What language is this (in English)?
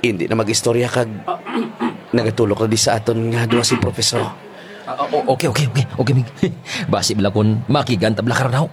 Kinaray-a